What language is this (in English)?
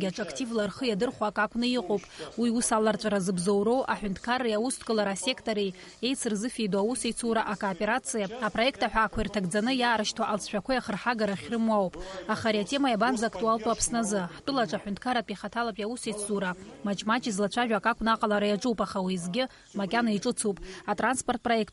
Abkhazian